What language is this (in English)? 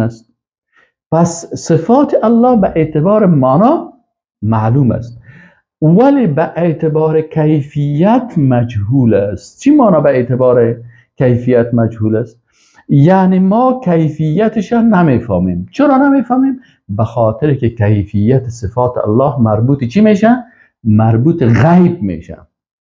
Persian